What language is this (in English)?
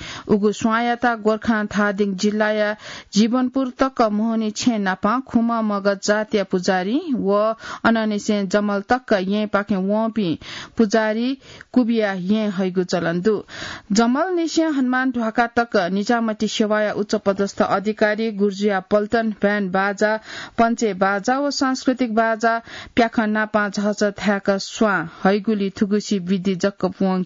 Newari